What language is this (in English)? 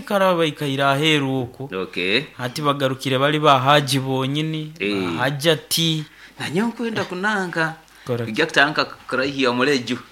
Nyoro